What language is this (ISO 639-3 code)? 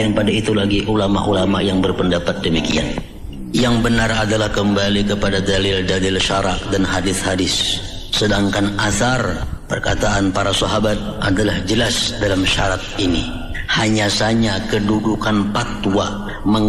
bjn